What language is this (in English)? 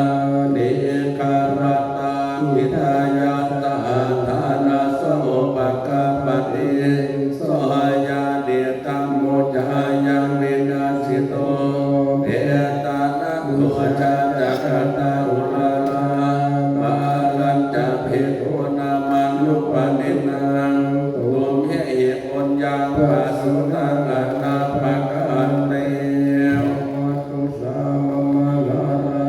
Pali